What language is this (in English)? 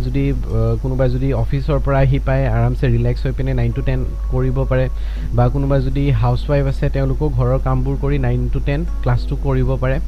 Assamese